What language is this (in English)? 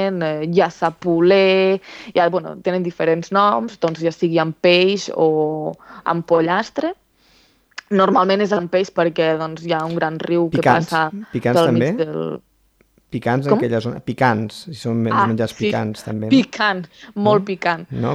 Catalan